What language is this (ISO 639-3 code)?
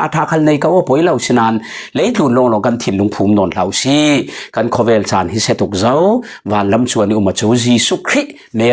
cfm